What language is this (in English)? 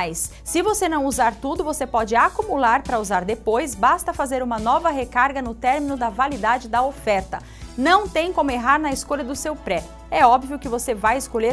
Portuguese